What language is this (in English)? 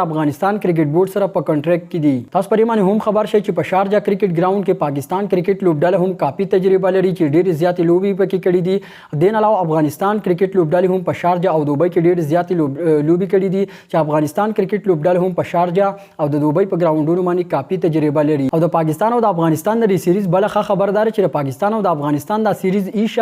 Pashto